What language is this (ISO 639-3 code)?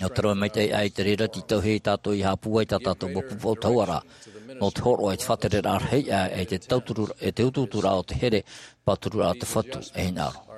tah